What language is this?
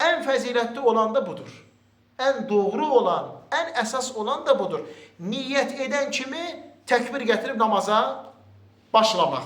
Azerbaijani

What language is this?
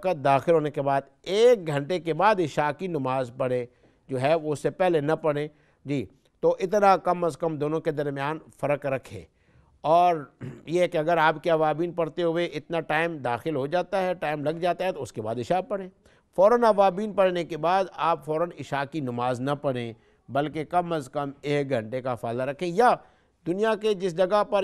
Urdu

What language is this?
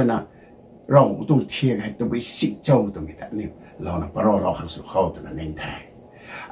Rongmei Naga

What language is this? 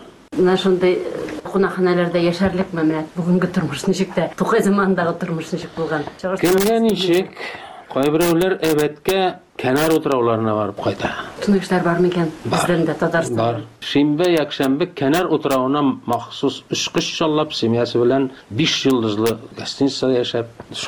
Tatar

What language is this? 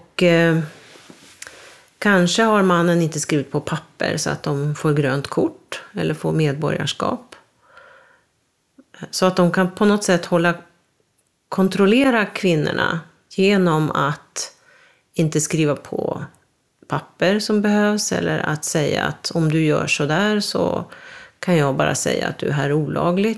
Swedish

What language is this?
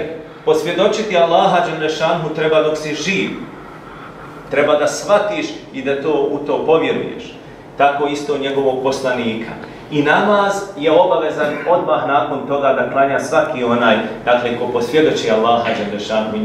Bosnian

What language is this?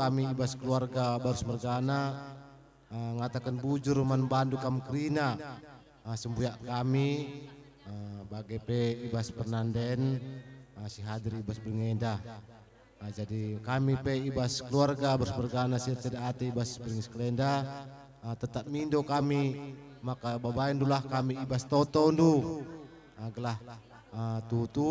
Batak Karo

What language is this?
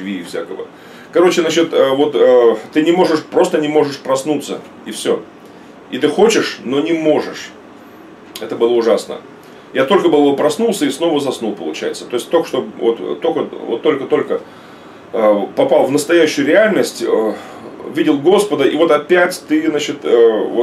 Russian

